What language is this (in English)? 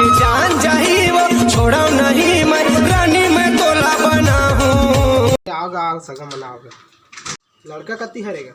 Chhattisgarhi